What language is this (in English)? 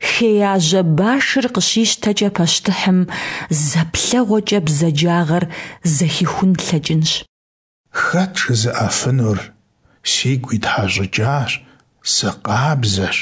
Kabardian